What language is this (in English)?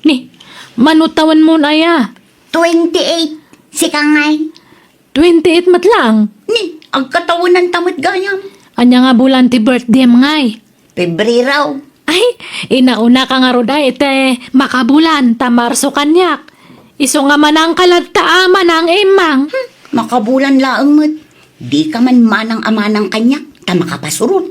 Iloko